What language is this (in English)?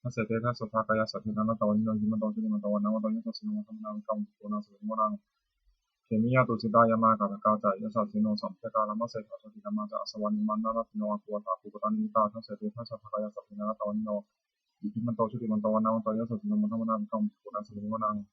Pali